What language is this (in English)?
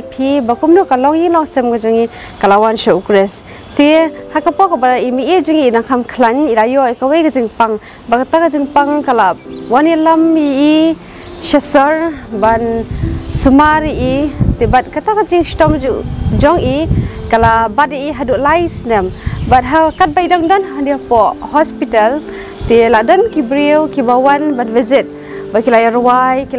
Khasi